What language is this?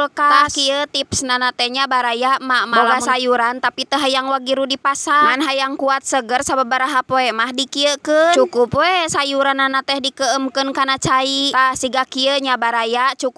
Sundanese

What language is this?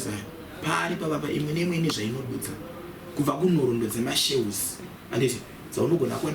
Shona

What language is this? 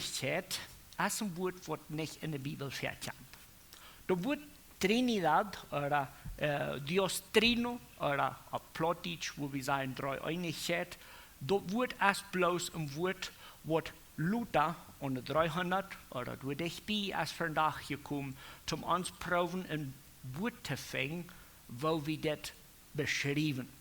Plautdietsch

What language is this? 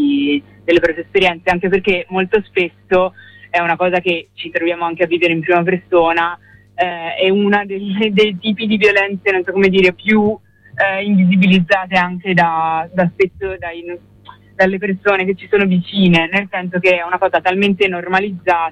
Italian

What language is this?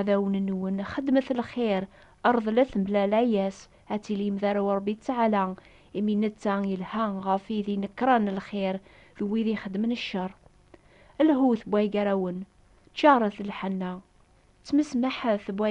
Kabyle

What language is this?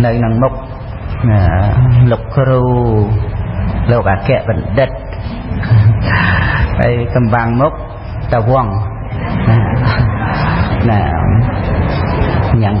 Khmer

